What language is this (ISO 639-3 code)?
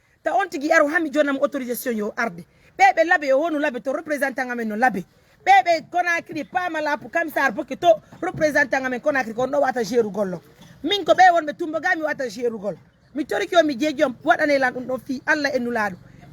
fuf